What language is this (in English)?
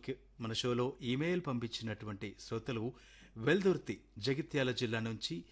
Telugu